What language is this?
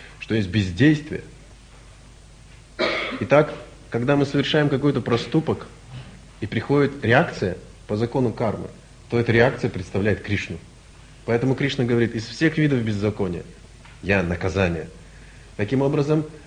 Russian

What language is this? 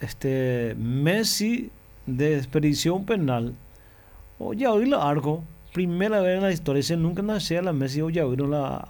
Guarani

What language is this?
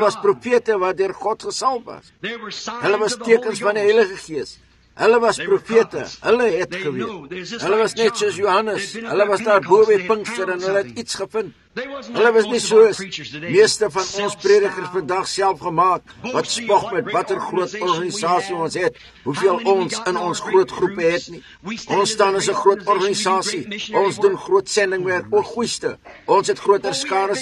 Afrikaans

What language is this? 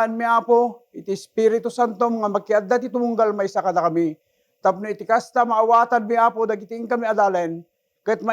Iloko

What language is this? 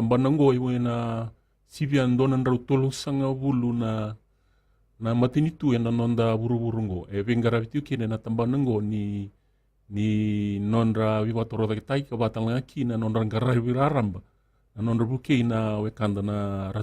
Fijian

